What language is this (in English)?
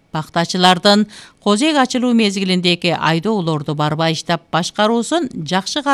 Kyrgyz